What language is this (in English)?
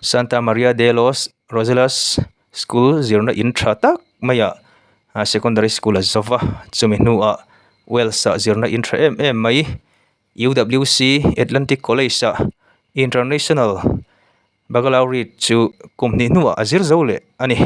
Mizo